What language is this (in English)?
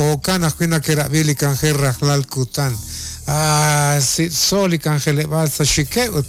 Kekchí